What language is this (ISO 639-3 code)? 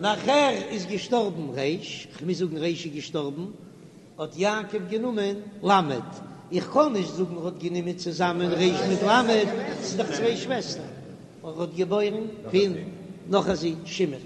yid